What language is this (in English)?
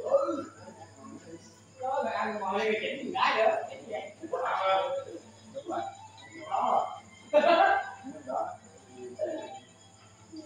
Vietnamese